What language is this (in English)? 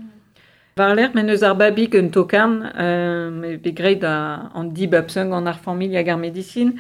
Breton